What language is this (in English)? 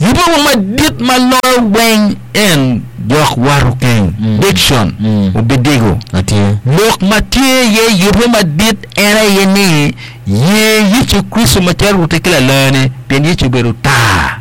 Acoli